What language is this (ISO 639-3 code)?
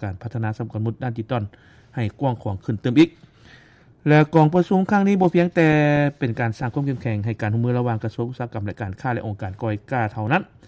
lao